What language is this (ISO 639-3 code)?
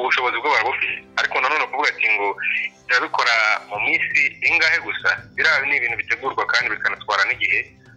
kin